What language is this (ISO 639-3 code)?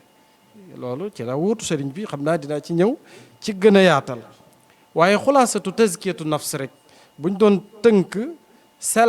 wol